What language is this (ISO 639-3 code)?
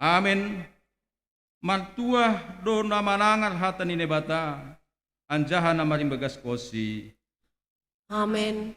bts